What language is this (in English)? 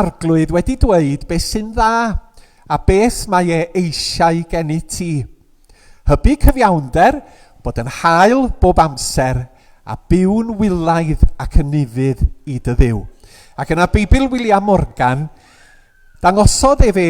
Welsh